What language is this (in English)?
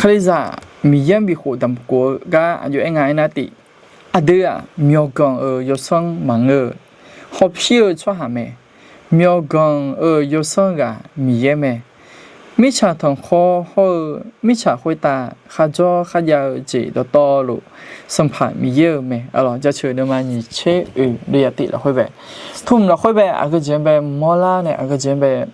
Akha